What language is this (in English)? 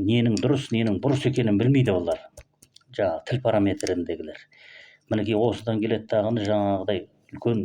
Kazakh